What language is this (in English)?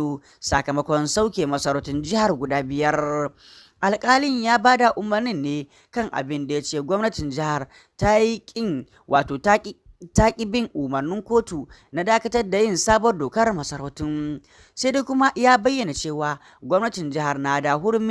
Hausa